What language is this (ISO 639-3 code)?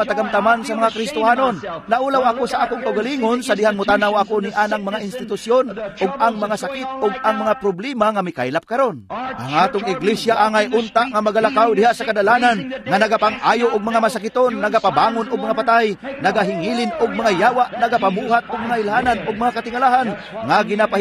ceb